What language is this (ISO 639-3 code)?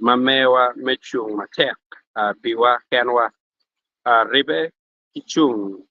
ach